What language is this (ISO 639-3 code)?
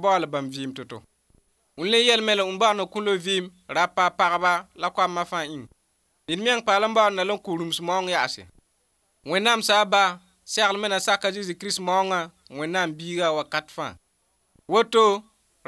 mos